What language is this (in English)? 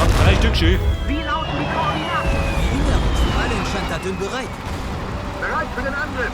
Bavarian